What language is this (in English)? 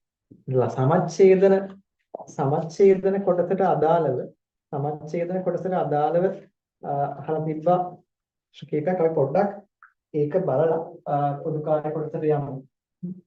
Sinhala